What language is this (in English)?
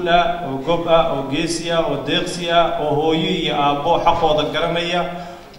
Somali